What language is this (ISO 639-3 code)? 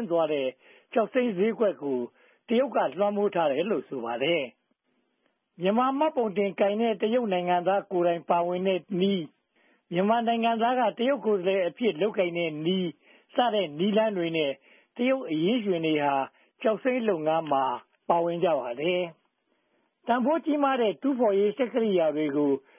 mya